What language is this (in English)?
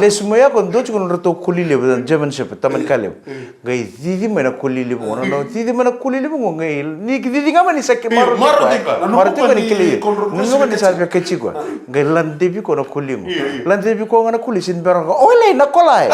Fijian